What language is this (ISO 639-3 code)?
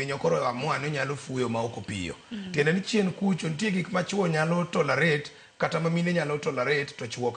luo